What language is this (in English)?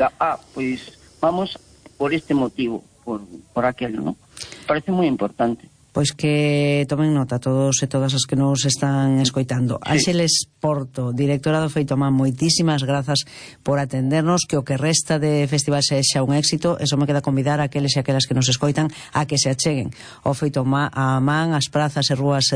Galician